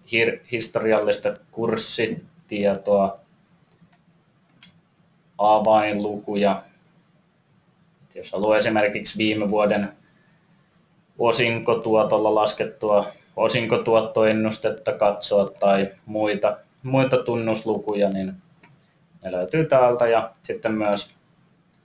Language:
Finnish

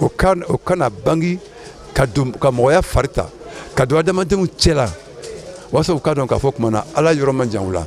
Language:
Bambara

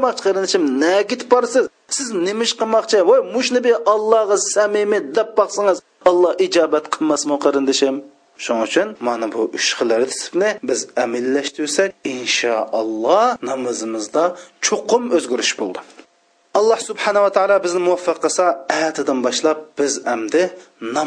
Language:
Uyghur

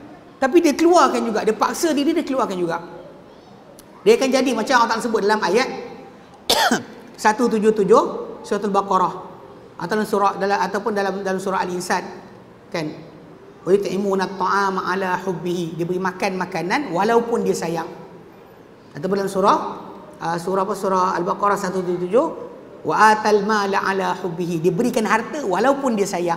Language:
Malay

